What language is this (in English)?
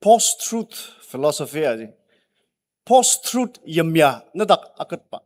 Ao Naga